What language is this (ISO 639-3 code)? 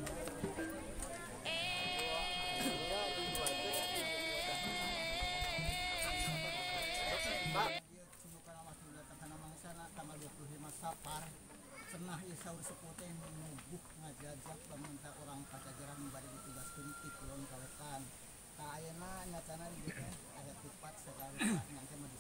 sun